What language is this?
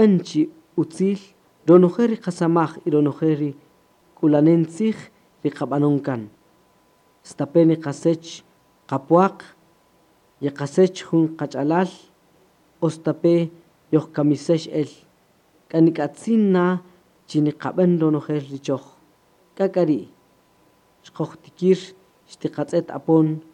Kaqchikel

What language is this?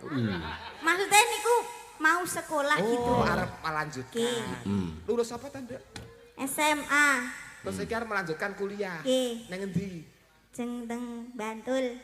Javanese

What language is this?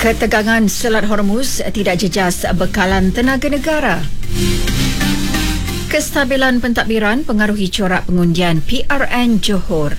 Malay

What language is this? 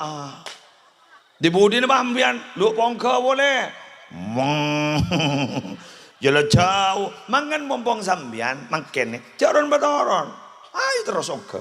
Madurese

